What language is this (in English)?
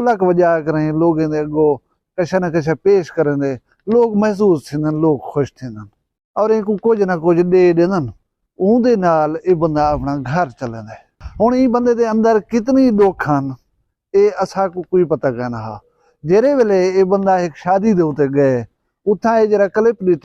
Saraiki